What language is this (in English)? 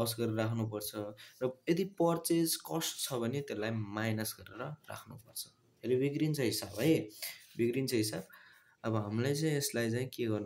Nepali